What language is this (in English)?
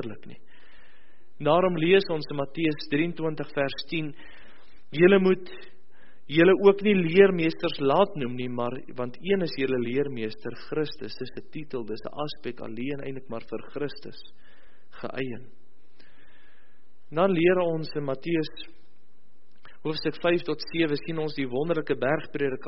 Afrikaans